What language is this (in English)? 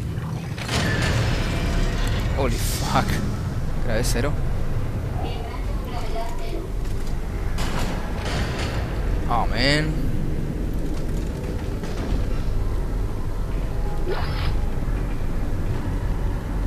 Spanish